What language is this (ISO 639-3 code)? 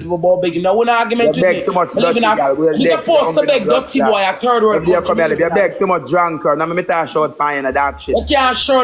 jam